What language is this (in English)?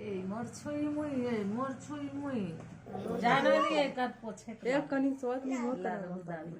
Chhattisgarhi